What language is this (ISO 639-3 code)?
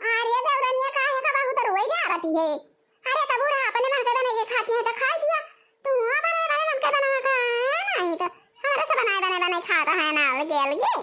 awa